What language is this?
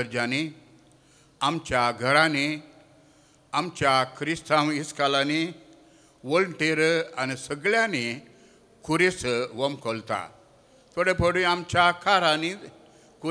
Konkani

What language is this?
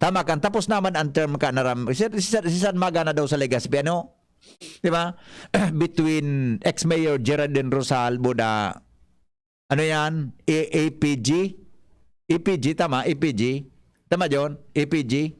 Bikol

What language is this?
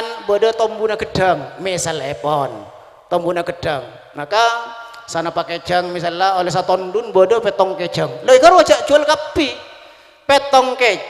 Madurese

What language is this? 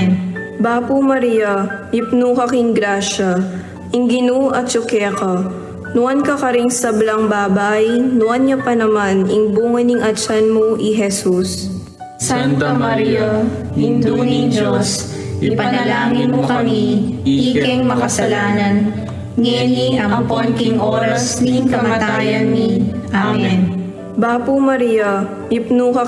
Pampanga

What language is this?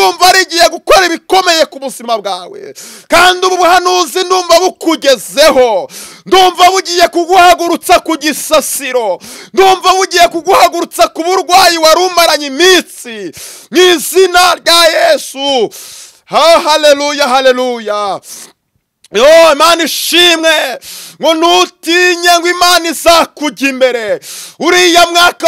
Kinyarwanda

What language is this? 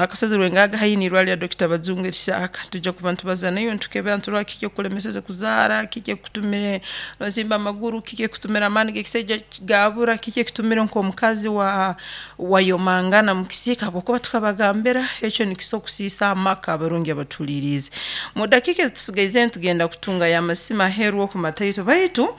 Nyankole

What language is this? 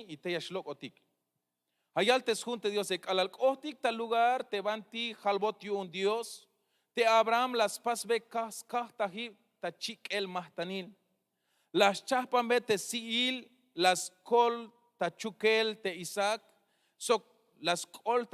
Tzeltal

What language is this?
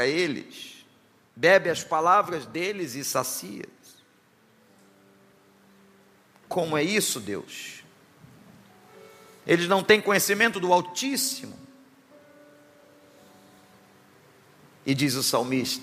Portuguese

